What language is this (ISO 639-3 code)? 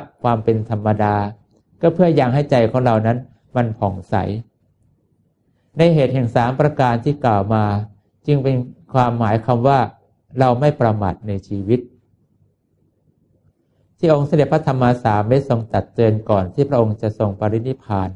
tha